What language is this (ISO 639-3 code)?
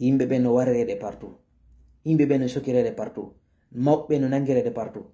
ful